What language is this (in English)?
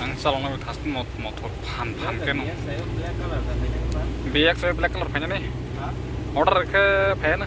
Kok Borok